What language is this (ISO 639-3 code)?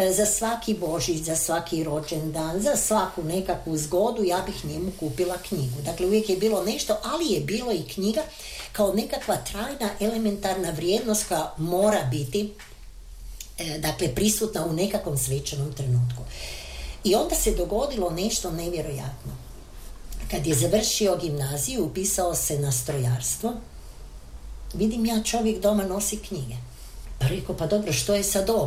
hrv